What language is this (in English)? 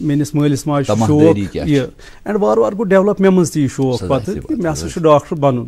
Kashmiri